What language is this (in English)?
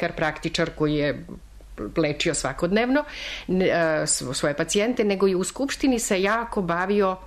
Serbian